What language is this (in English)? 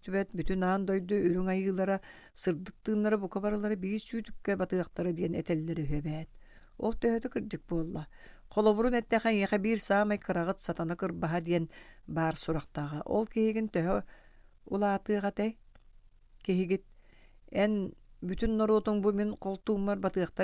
Yakut